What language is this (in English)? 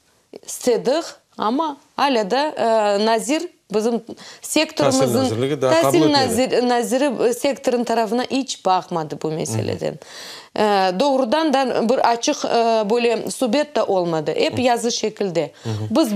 Crimean Tatar